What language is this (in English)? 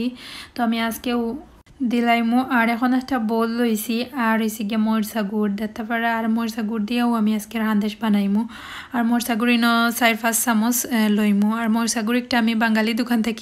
Sylheti